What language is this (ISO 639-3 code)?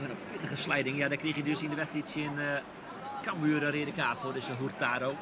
fry